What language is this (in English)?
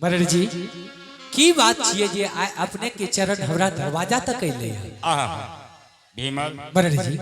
Angika